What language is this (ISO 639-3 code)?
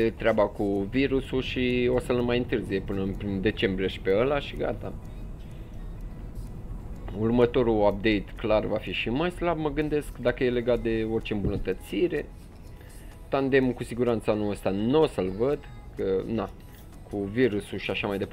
ron